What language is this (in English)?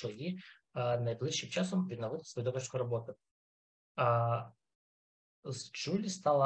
Ukrainian